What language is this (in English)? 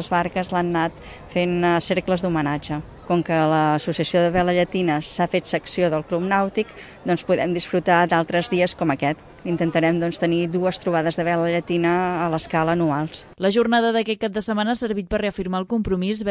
Catalan